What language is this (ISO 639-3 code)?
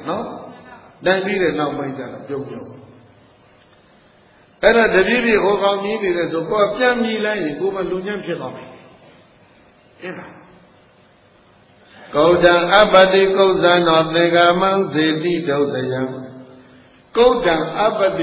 mya